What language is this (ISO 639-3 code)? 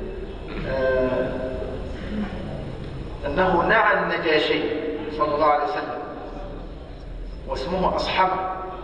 ara